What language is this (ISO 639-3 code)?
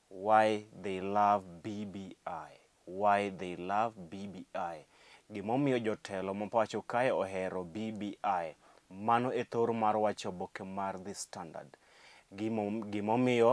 luo